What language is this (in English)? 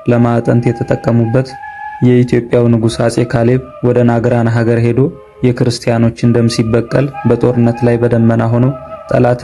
Amharic